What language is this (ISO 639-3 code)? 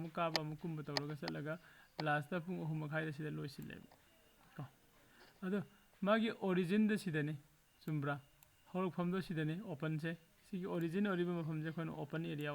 mni